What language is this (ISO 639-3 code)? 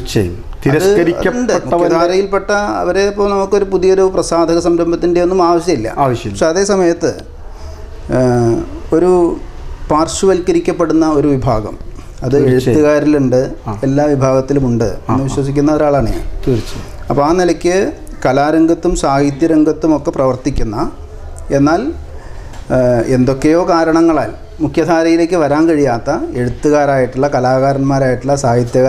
mal